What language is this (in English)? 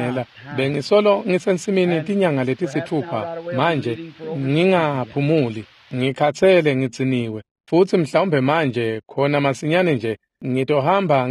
Swati